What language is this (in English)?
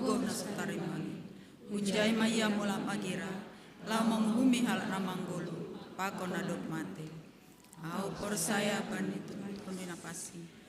Batak Simalungun